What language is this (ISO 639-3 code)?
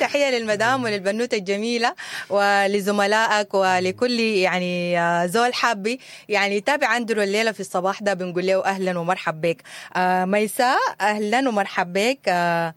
apd